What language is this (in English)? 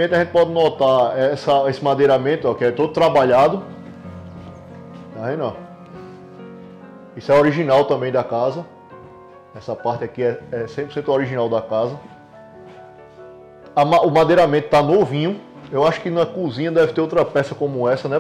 Portuguese